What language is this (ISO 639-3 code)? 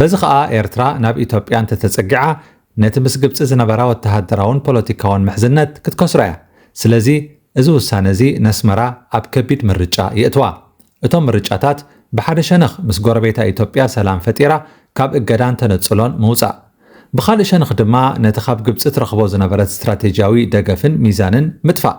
tir